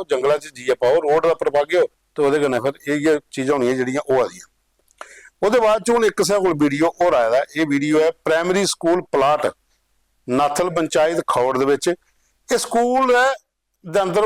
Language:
Dogri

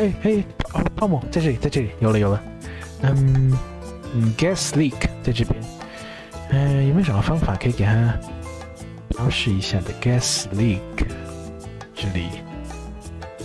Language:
Chinese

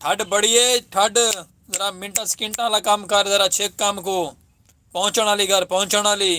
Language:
Saraiki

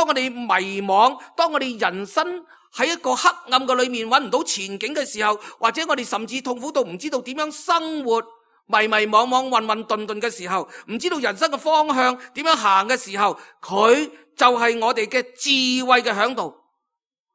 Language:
Cantonese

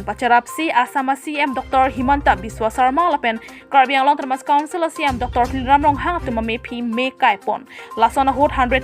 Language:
Karbi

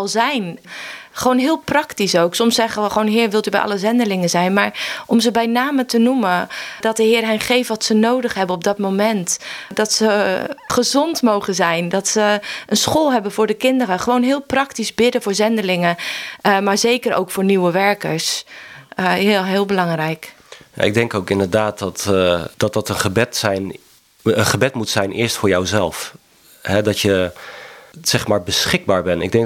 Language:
Dutch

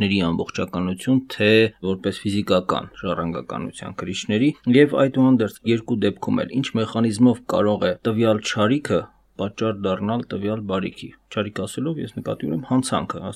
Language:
Armenian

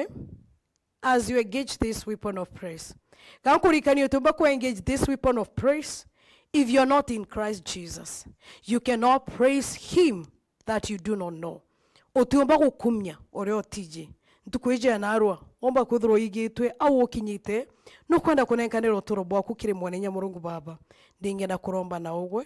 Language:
Meru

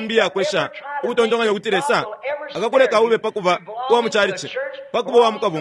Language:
Bemba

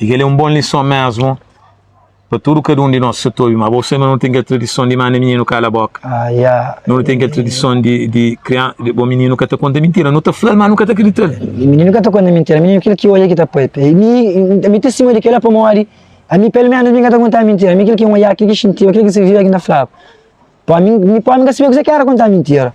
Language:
Kabuverdianu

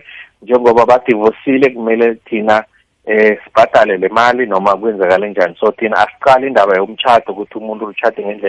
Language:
South Ndebele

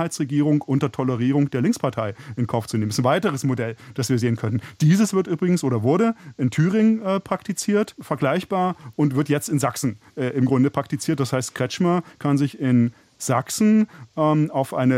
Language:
German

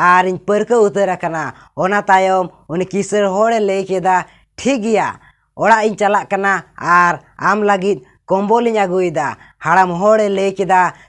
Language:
Santali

